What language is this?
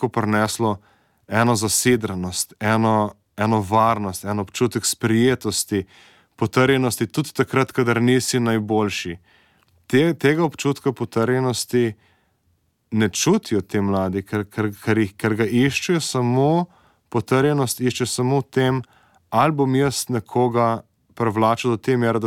Slovenian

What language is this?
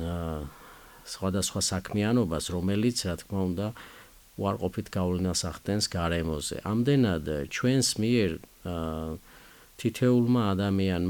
Georgian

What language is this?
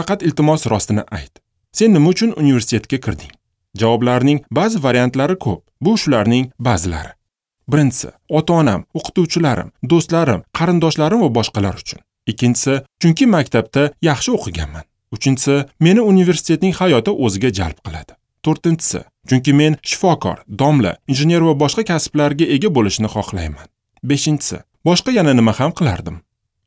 Uzbek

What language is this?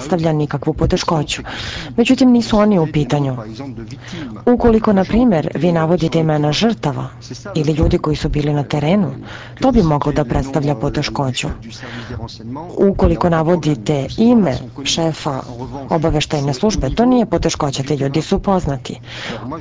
Serbian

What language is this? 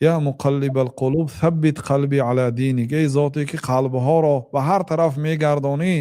Tajik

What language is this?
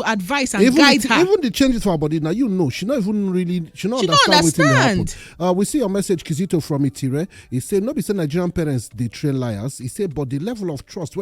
Nigerian Pidgin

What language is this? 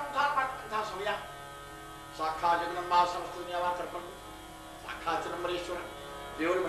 Kannada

